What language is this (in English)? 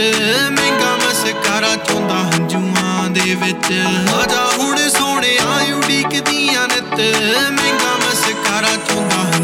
Punjabi